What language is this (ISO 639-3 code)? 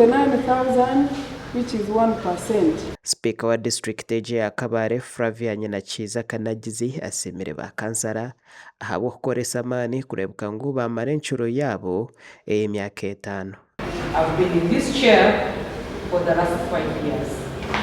nyn